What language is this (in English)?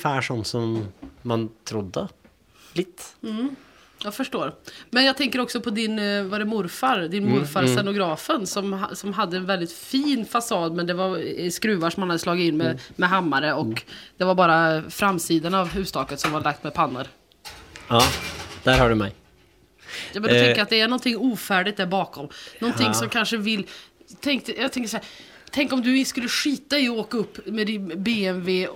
Swedish